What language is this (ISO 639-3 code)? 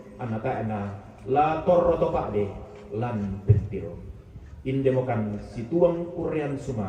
sda